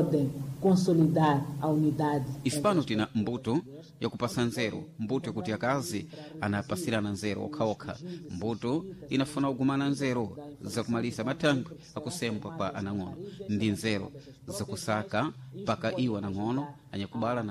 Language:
Sena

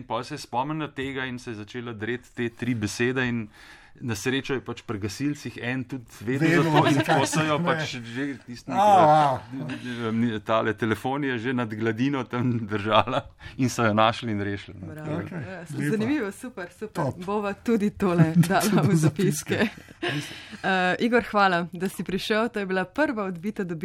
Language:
Slovenian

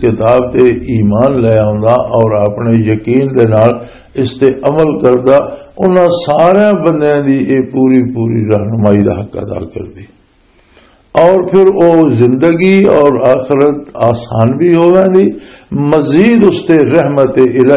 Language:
Western Panjabi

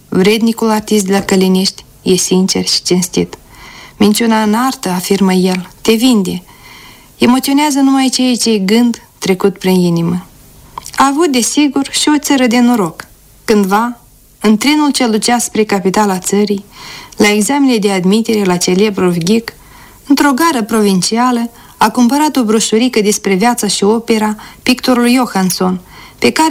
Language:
Romanian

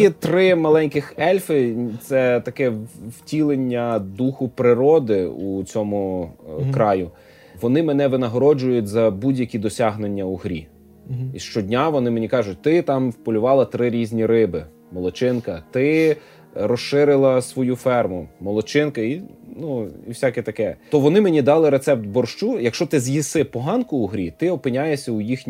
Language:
Ukrainian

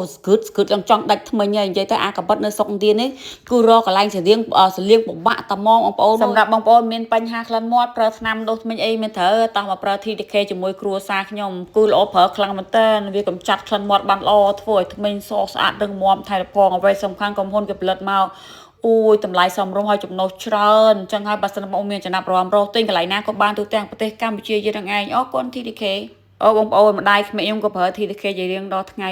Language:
Khmer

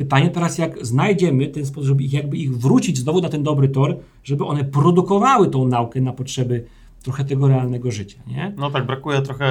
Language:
Polish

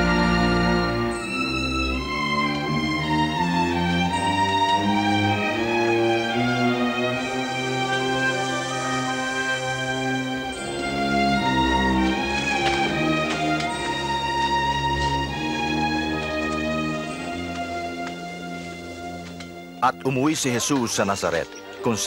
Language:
Filipino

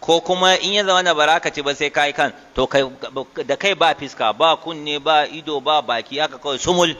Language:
Hausa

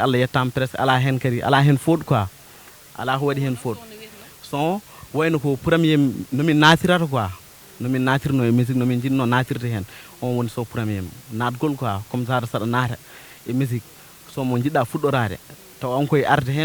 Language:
Fula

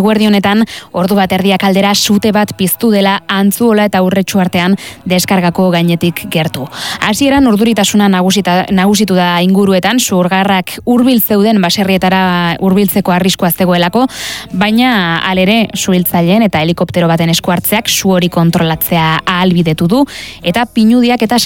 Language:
Basque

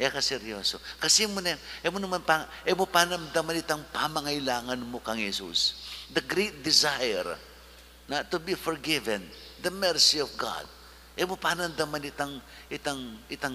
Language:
Pampanga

